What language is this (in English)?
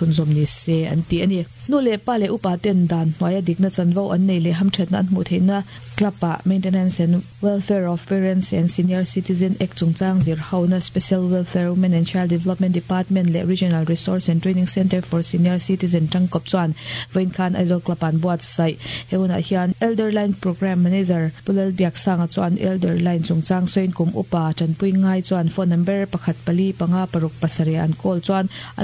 Mizo